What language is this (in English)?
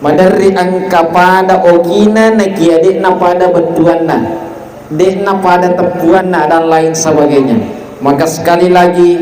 Buginese